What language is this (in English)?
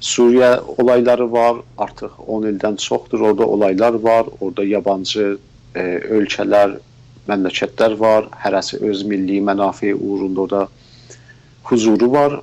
South Azerbaijani